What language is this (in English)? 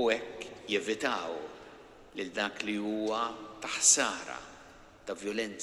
Maltese